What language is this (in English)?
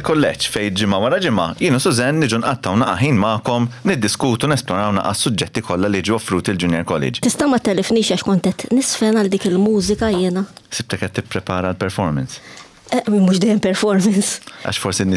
Maltese